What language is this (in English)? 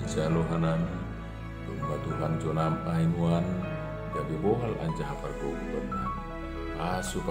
Batak Simalungun